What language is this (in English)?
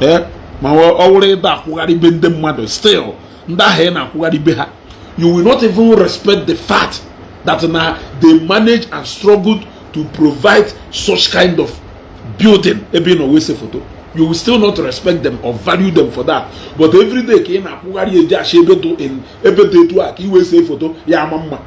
Igbo